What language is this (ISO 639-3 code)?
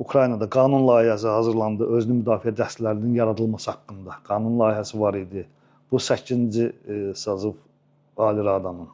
aze